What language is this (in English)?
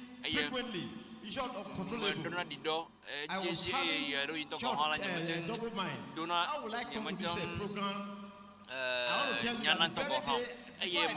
Ewe